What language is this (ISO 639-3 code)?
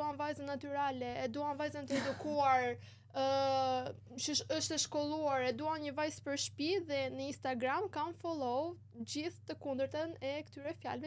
sqi